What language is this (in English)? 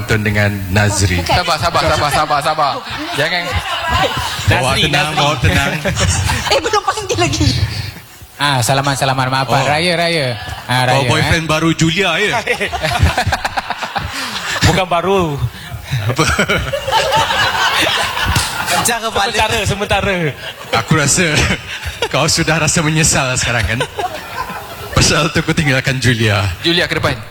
Malay